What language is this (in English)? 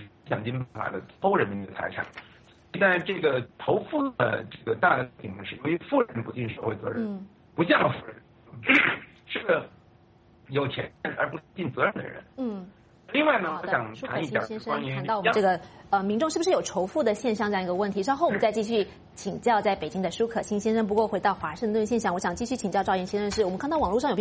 Chinese